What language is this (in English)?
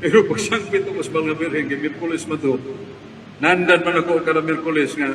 Cebuano